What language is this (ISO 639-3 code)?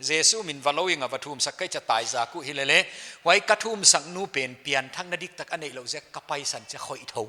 pck